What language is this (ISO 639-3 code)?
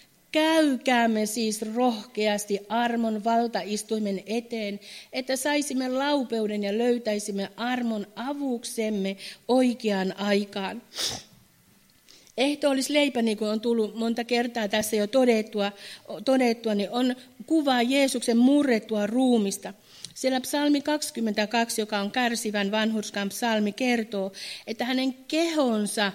fin